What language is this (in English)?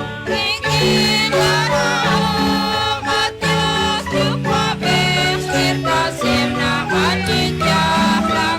Kekchí